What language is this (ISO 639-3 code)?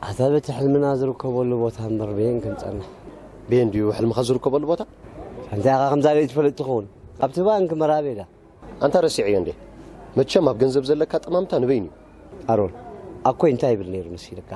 tir